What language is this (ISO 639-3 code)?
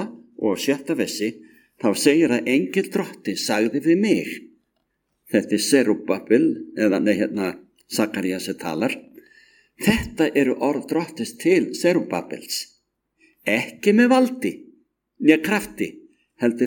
isl